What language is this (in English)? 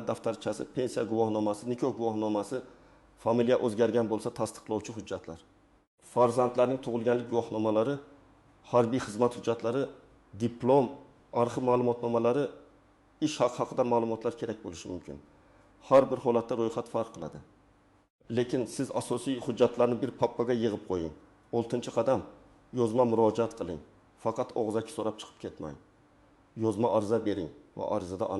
Uzbek